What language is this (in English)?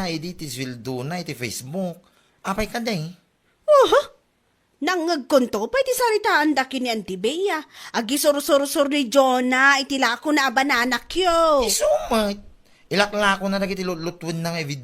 Iloko